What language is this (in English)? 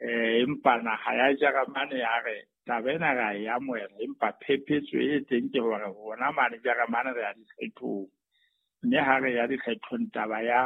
Southern Sotho